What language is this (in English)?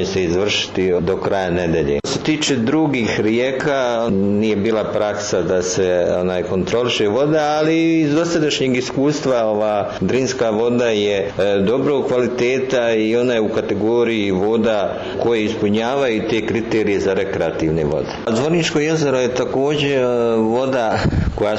Bosnian